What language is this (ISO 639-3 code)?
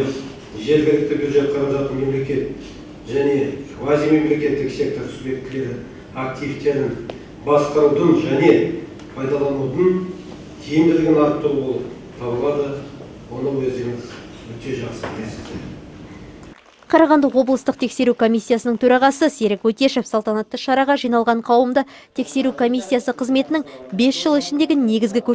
kaz